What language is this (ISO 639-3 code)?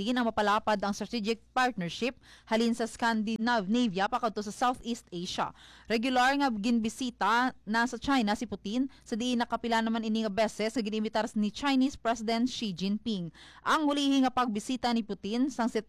hil